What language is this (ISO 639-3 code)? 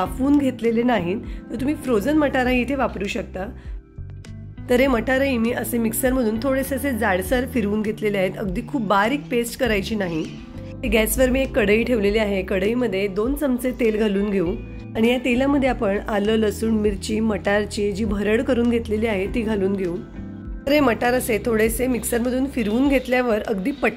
mar